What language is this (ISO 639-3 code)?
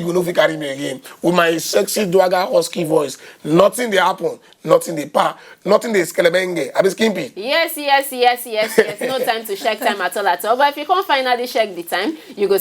pcm